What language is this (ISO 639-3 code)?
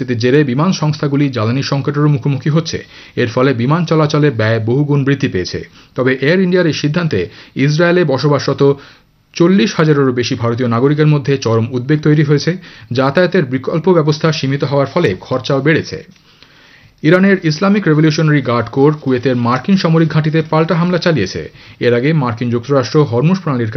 ben